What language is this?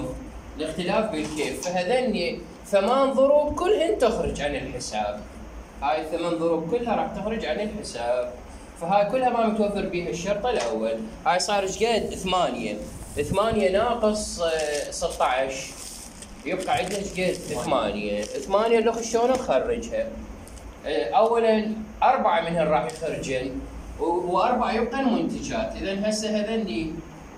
Mesopotamian Arabic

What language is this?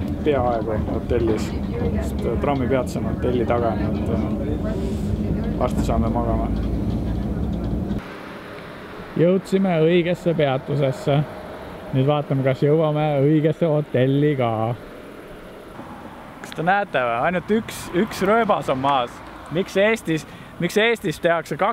Estonian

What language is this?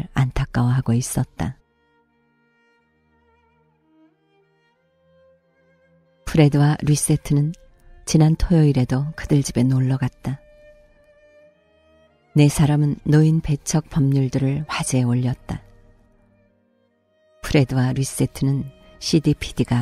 Korean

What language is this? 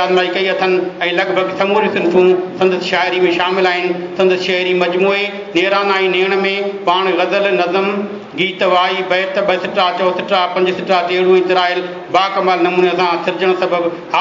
Sindhi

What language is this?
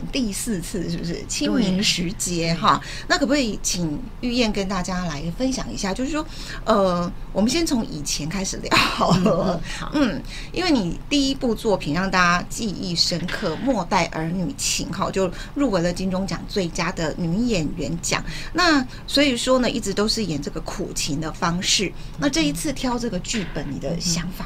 Chinese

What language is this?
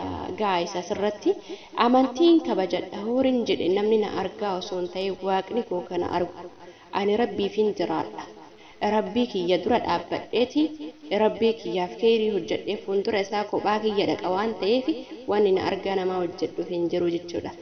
Oromo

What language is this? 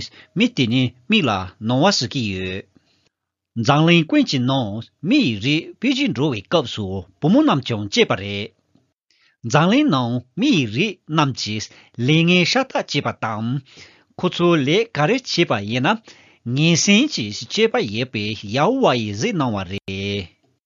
Tibetan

